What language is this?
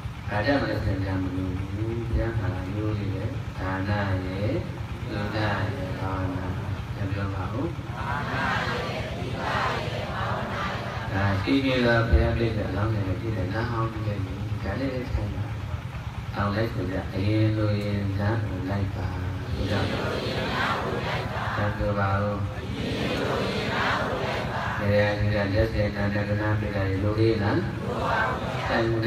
Burmese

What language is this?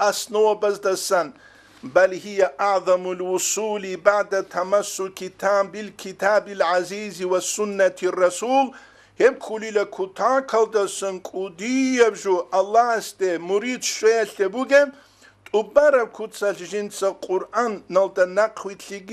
Avaric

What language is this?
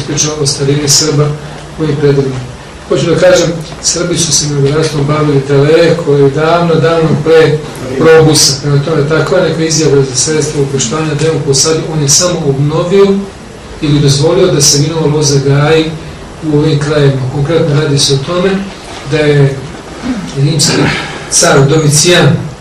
Serbian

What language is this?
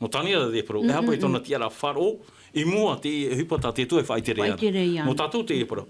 Tahitian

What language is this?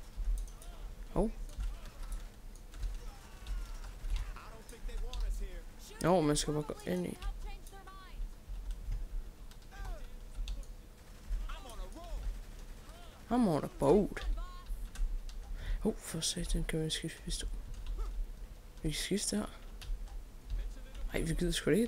Danish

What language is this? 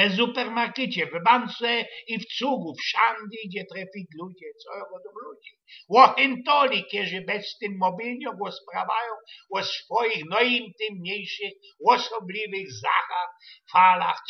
Silesian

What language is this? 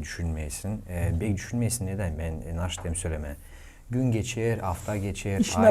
Gagauz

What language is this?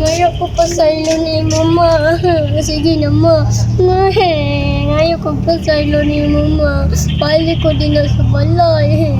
Cebuano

